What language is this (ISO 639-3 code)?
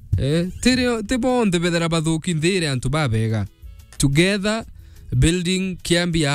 mer